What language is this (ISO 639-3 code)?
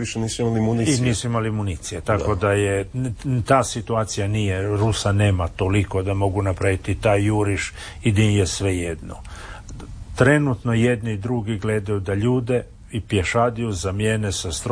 hrv